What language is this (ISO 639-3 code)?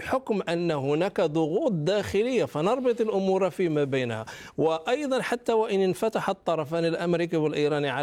ara